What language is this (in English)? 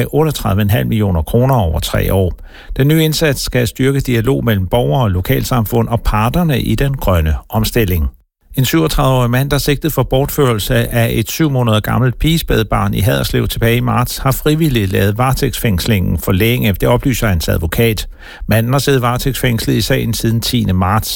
Danish